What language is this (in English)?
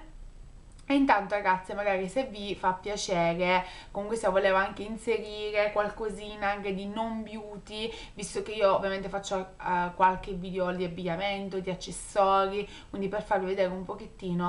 Italian